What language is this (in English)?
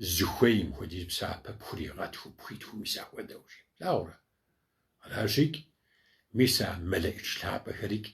Kabardian